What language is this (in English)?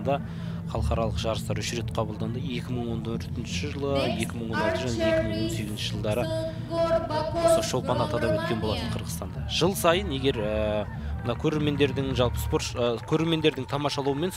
Kazakh